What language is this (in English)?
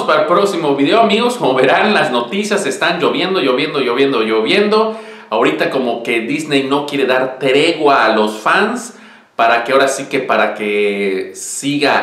Spanish